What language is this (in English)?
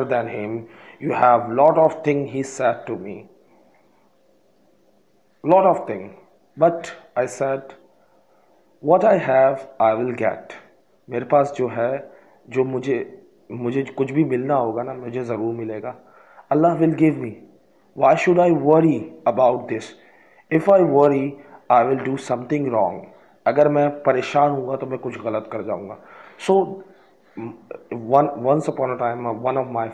Urdu